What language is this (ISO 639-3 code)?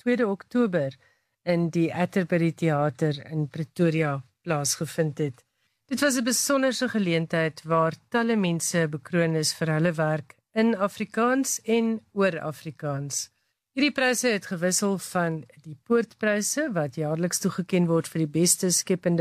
afr